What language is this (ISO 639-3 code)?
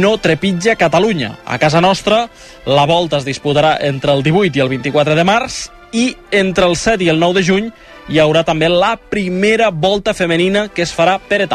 cat